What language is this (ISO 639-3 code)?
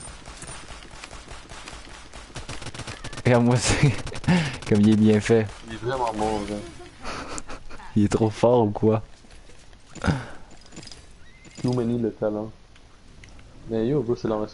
fra